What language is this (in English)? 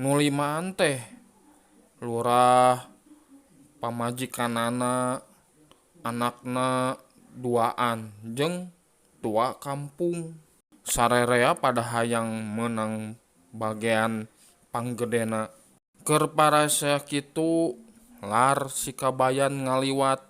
Sundanese